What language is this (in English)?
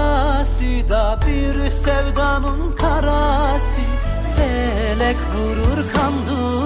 Turkish